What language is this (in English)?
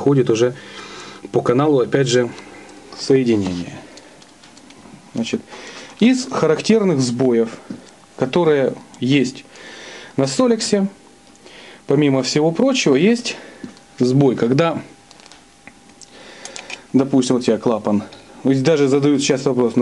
Russian